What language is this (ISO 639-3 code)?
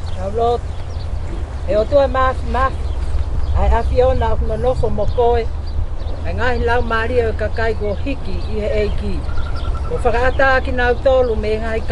ton